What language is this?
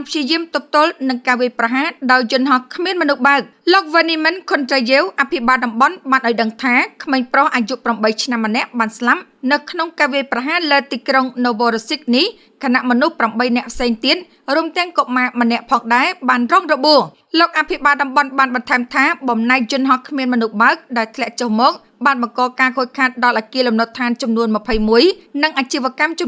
Khmer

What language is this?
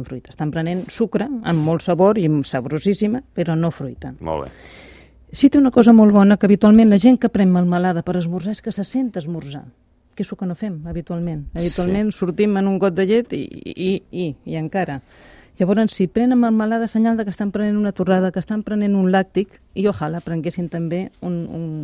Catalan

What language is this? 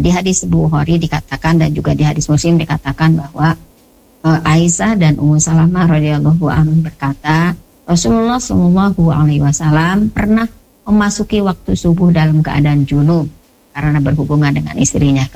Indonesian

